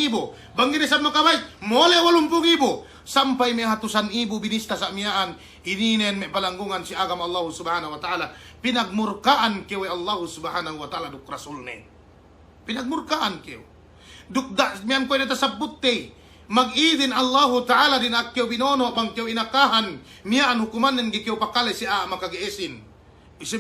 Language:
Yakan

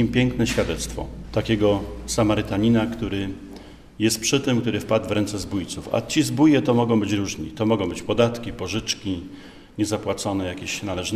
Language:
Polish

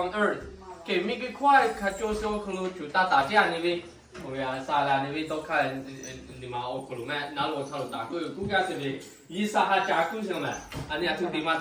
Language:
Lahu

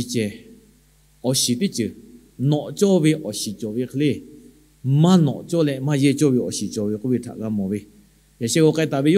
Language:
Lahu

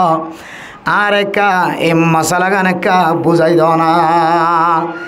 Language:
Rohingya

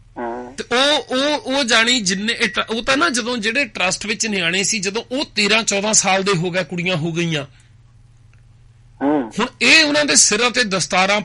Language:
Punjabi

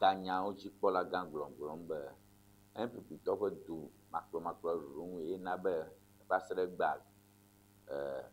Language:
Ewe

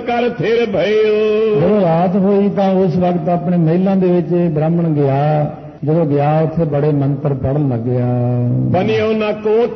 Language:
Punjabi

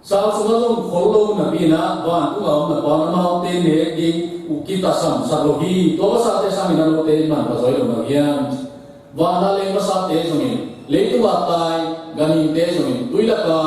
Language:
Tedim Chin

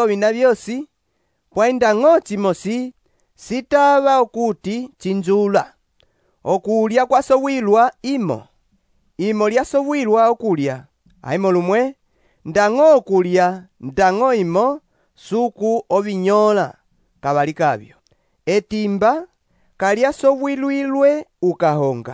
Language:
Umbundu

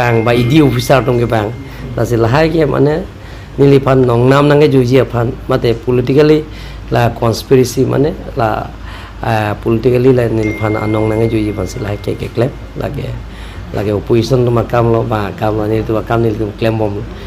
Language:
Karbi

